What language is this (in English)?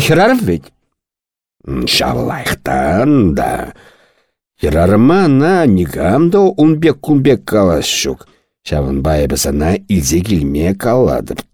Chuvash